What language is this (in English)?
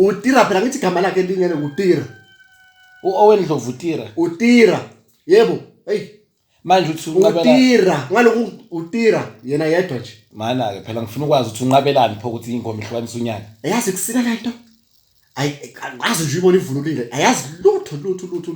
Zulu